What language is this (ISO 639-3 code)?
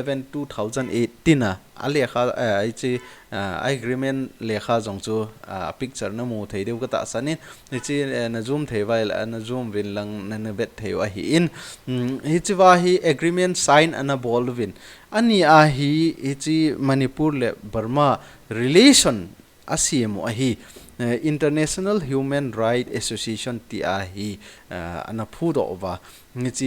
tcz